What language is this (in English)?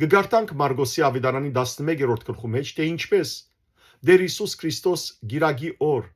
Western Armenian